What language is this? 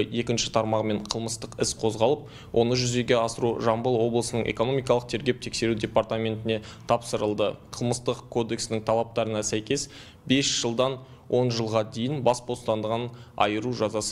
Kyrgyz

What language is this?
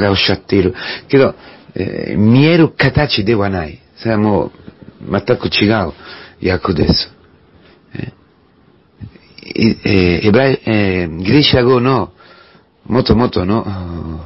Japanese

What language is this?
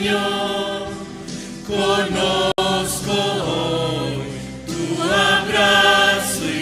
South Bolivian Quechua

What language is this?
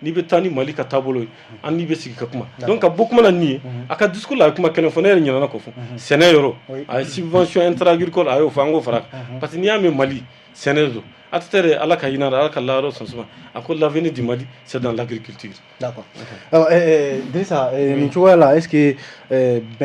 Bambara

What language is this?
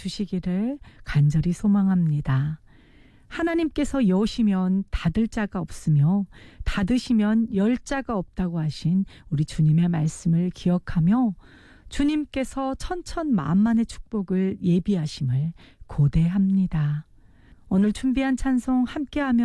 Korean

